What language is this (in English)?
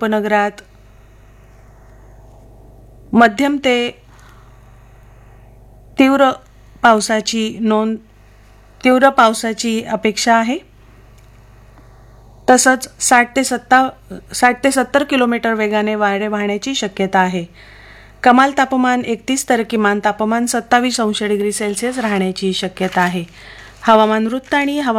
Marathi